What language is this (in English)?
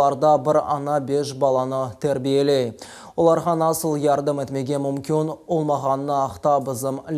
Crimean Tatar